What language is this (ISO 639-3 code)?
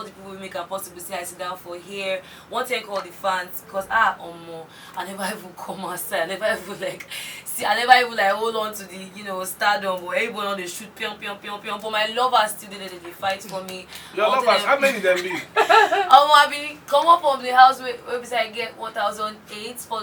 pcm